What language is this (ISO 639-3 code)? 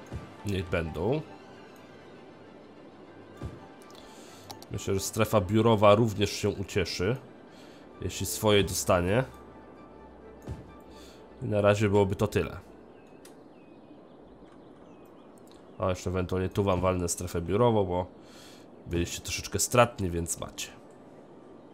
pol